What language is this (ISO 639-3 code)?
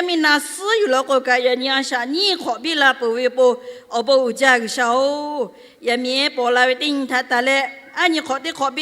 lhu